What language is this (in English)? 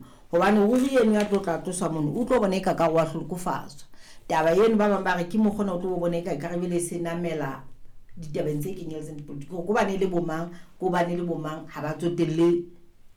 Southern Sotho